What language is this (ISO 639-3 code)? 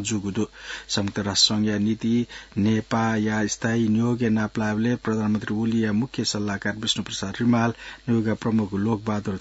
new